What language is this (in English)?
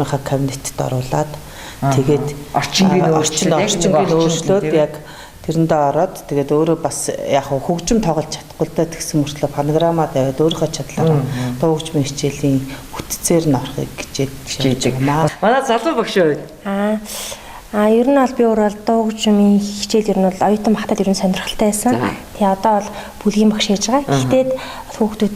Mongolian